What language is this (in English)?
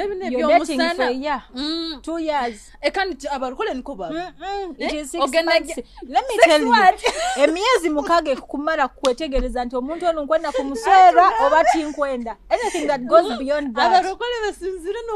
Nyoro